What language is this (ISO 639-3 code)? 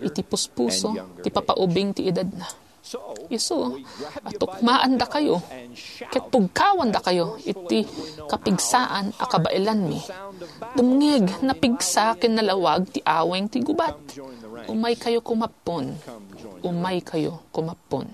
ilo